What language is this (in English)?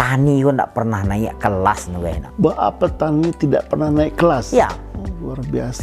Minangkabau